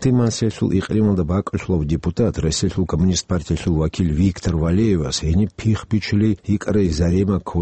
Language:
Avaric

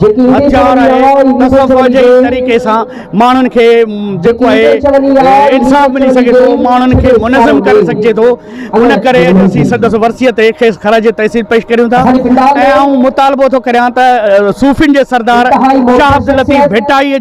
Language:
Sindhi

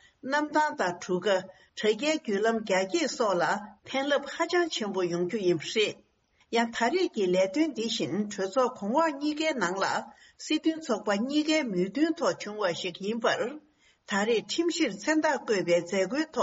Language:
Tibetan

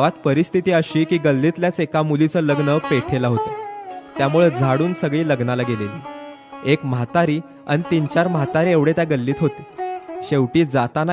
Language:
Marathi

